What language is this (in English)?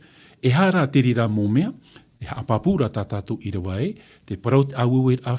Tahitian